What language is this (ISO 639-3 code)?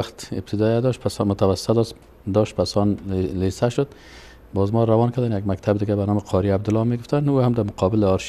fas